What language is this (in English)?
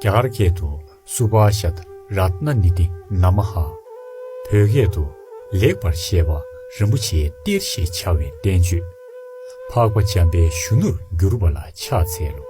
Tibetan